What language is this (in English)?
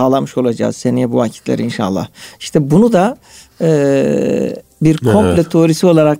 Turkish